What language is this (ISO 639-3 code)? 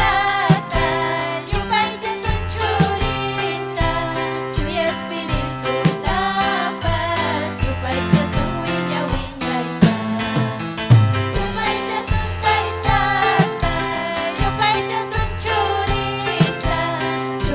quy